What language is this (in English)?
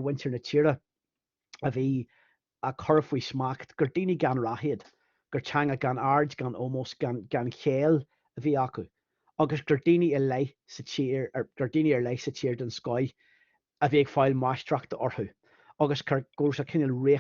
Irish